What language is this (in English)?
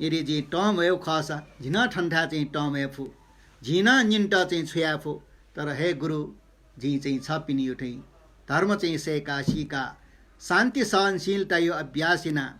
Newari